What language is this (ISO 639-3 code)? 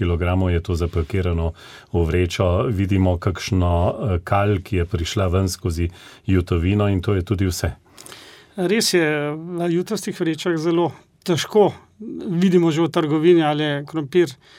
slv